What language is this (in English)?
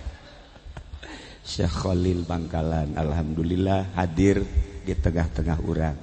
Sundanese